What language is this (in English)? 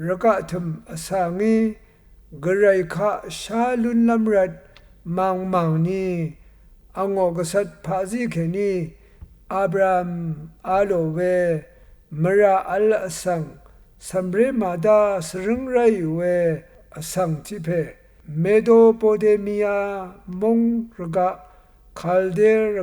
Rawang